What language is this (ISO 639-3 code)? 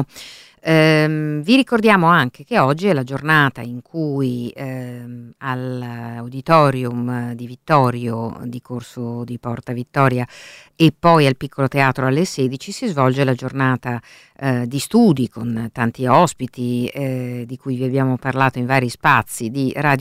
ita